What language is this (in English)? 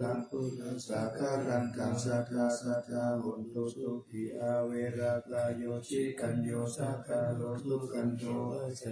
Pali